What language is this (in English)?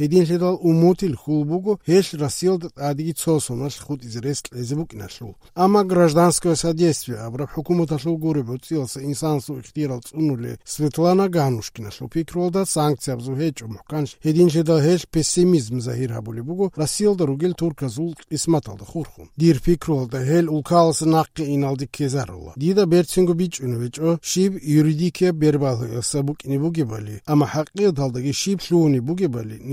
Avaric